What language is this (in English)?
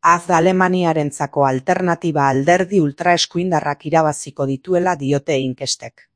Basque